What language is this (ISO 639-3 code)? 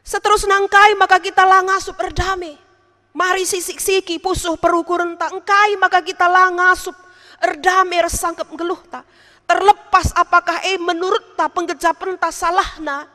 btx